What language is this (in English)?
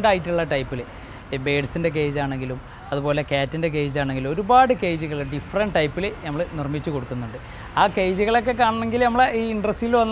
Malayalam